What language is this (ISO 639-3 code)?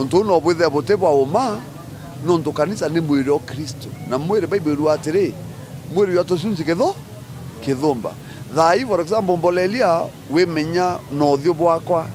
mer